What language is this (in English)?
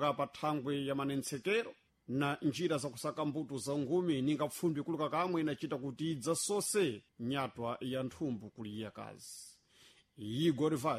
Sena